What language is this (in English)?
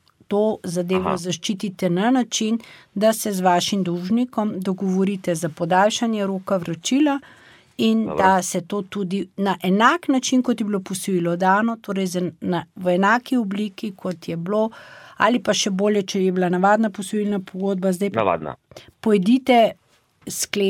Slovenian